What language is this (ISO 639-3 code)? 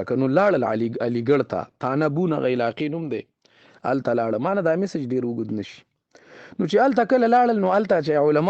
pus